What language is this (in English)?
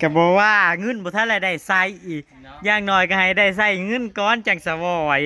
Northeastern Thai